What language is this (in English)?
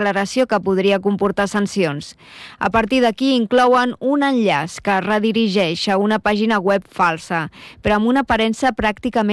Catalan